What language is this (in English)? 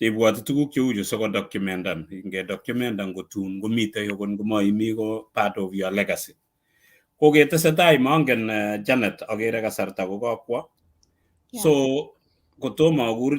Kalenjin